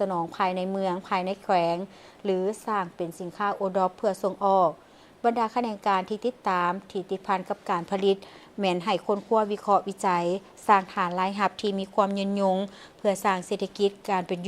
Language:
Lao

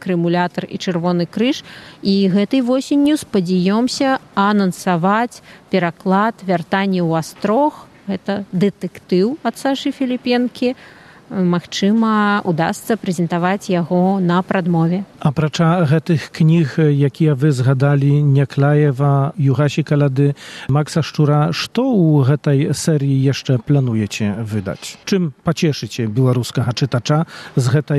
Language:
Belarusian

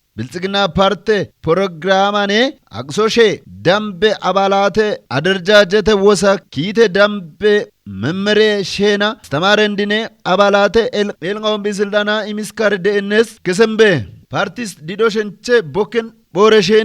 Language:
Kafa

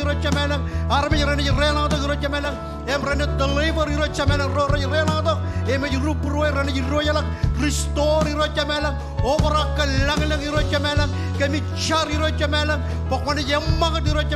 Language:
Marshallese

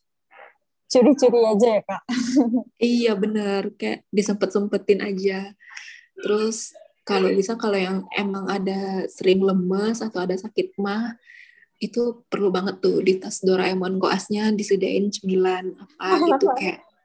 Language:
Indonesian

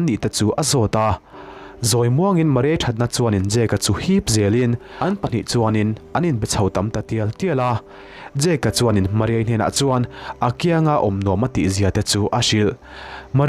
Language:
Mizo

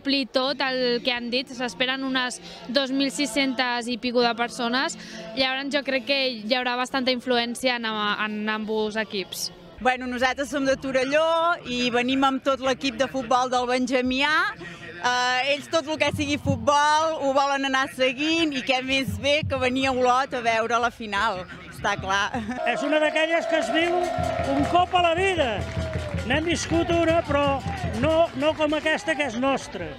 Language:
Catalan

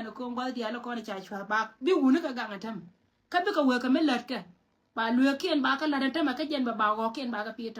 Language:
Nuer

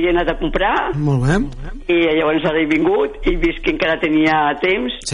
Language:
Catalan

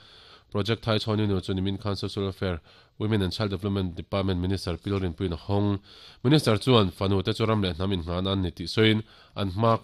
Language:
Mizo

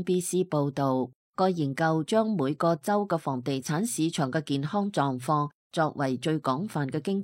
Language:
Cantonese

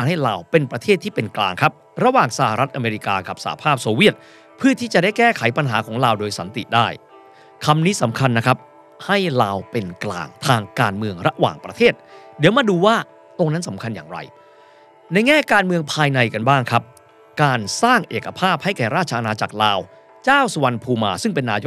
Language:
Thai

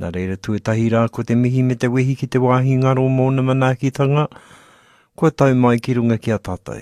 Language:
Māori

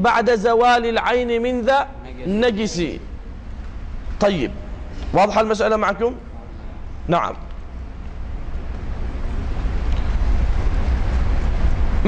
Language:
Arabic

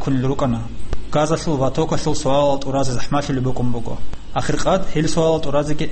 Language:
Avaric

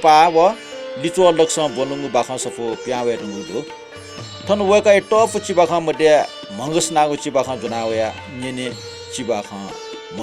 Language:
Newari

